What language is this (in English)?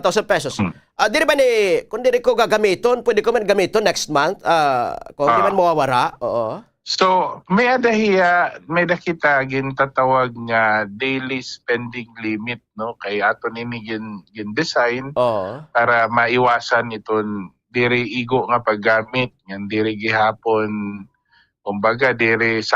Waray